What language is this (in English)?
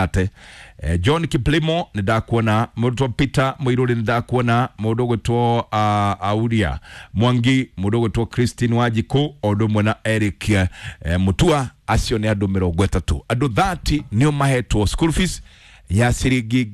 Kikuyu